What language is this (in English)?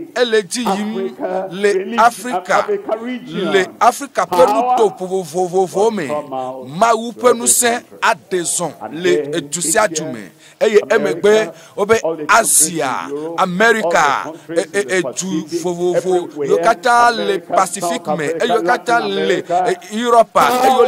Ewe